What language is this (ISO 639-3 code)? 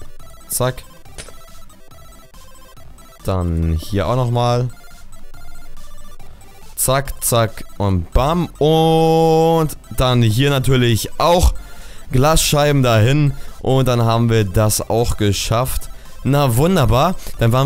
deu